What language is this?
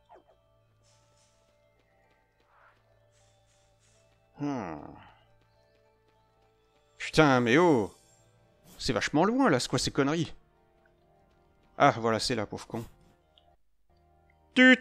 French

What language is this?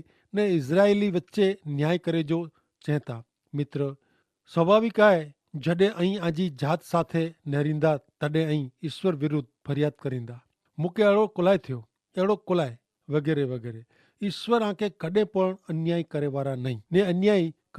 Kachhi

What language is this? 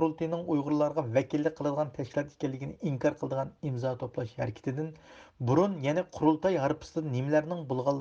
Uyghur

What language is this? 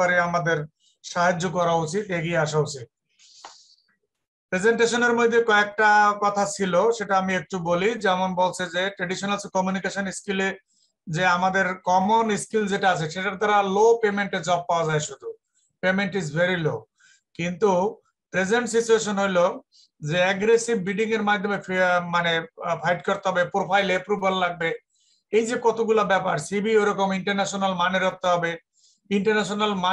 Bangla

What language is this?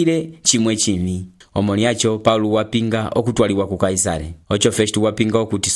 Umbundu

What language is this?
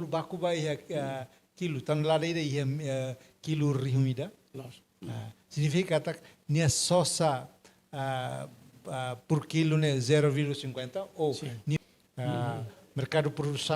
Tetum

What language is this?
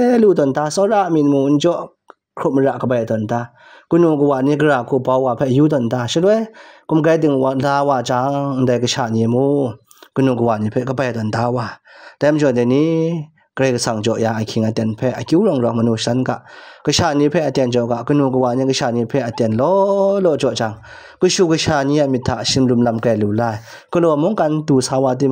Kachin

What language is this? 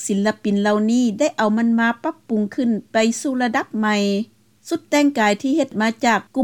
Lao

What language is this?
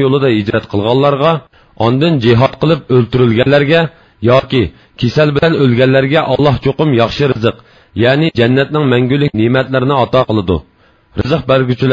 Uyghur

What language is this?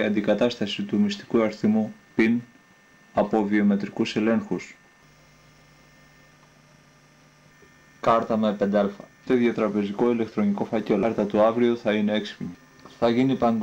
Greek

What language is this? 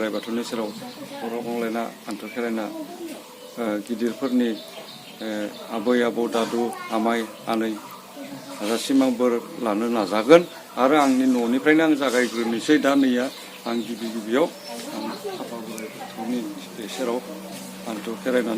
Bodo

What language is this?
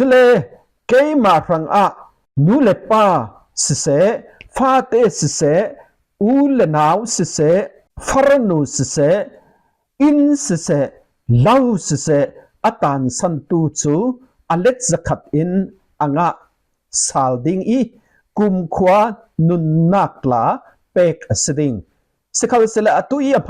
Falam Chin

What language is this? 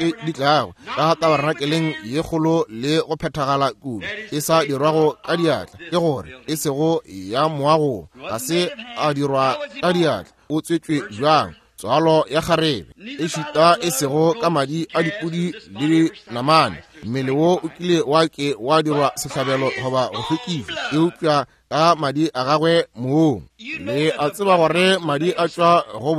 Northern Sotho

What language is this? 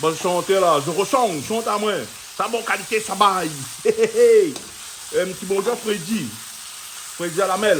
Réunion Creole French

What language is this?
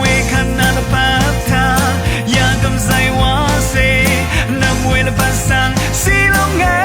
Rawang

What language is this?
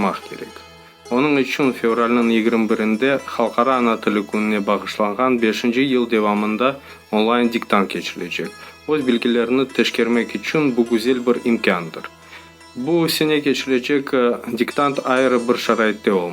Crimean Tatar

